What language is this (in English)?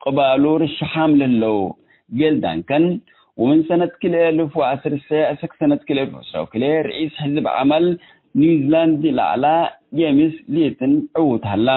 Tigre